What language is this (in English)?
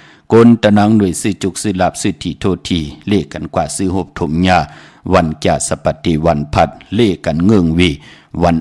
Shan